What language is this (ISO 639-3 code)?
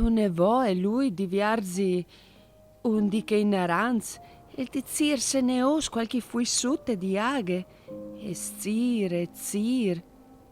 fur